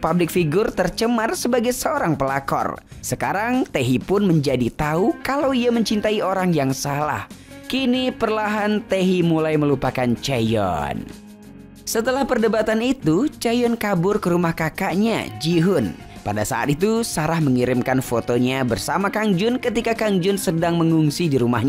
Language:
Indonesian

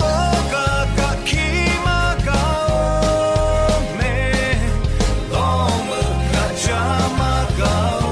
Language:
Lahu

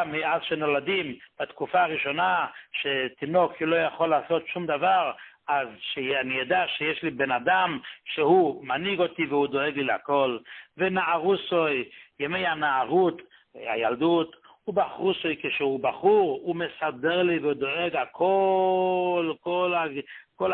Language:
Hebrew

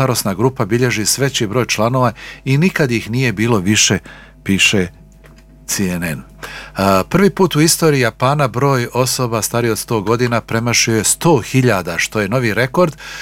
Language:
Bosnian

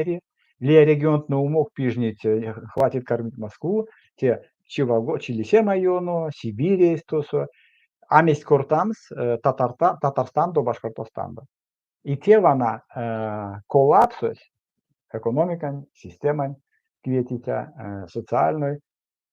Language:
Erzya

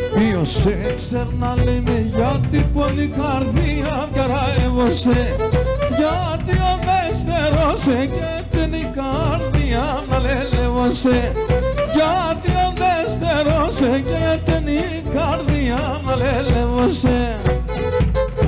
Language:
Greek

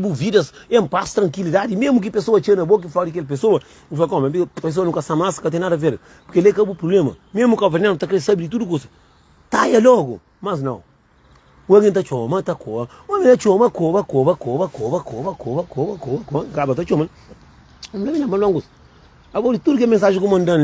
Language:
Kabuverdianu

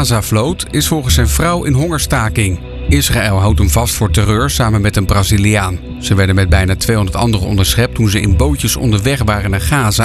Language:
Dutch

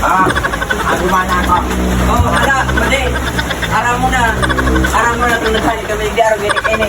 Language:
Bikol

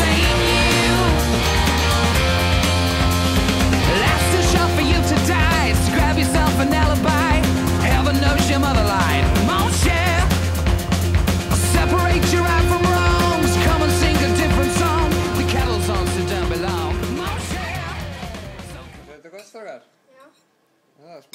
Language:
Icelandic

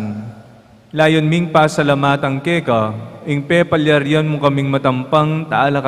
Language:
Pampanga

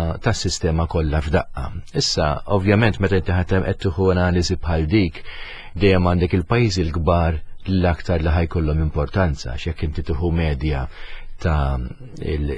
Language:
Maltese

